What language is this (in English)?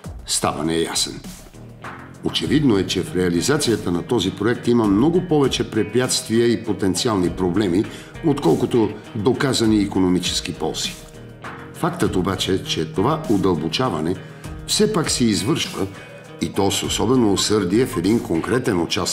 Bulgarian